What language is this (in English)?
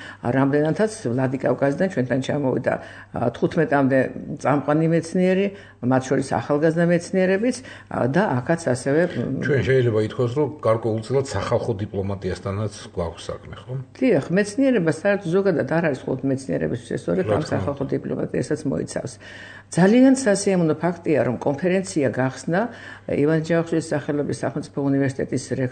Georgian